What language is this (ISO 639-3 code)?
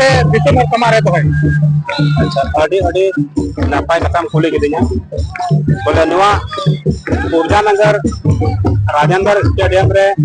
sat